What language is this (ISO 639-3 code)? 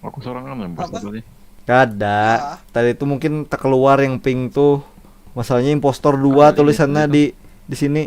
bjn